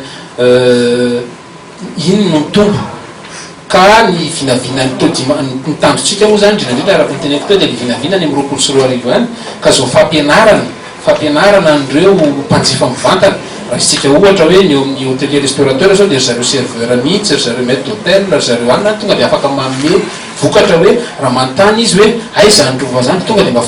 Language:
Malagasy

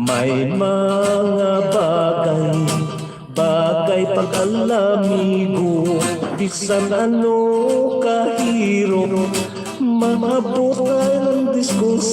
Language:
Hiligaynon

